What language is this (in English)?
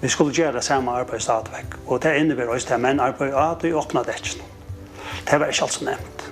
Faroese